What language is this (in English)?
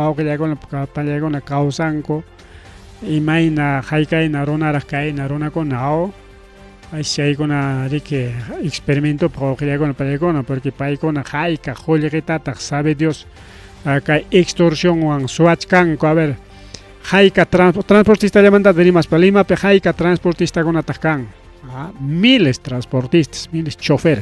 Ayacucho Quechua